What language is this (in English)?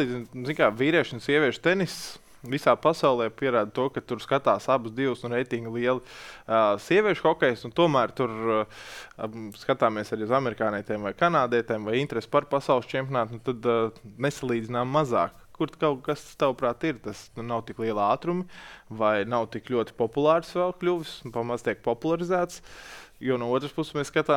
Latvian